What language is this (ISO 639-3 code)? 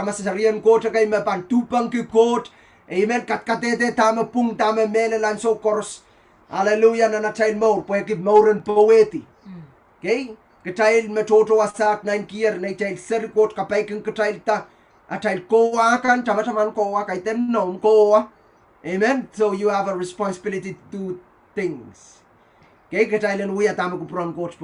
pon